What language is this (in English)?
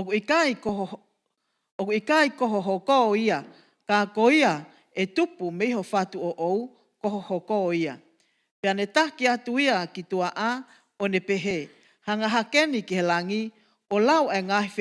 Tongan